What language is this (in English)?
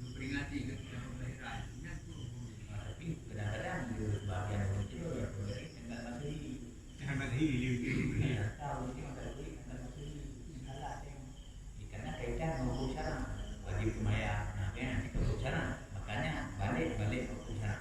Achinese